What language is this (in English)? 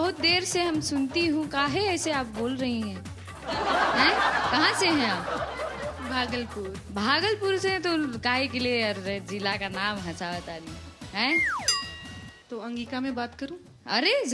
Bhojpuri